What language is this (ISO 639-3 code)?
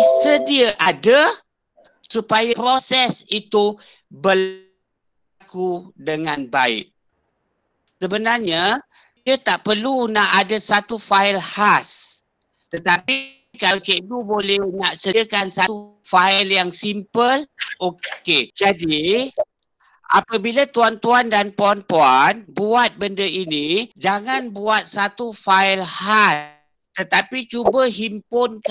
msa